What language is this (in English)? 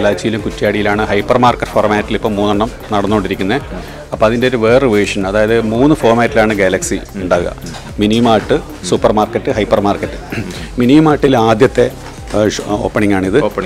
Malayalam